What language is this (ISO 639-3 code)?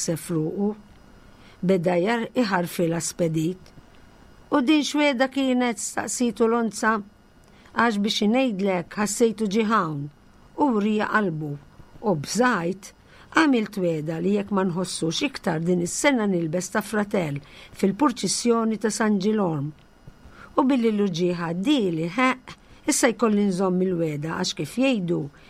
mlt